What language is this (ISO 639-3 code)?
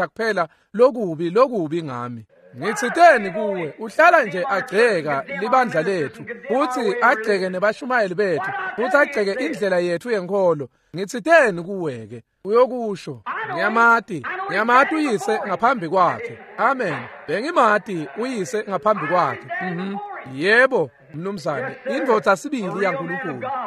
ssw